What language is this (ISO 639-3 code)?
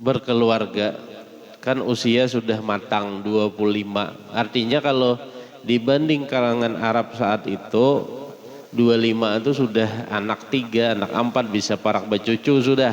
bjn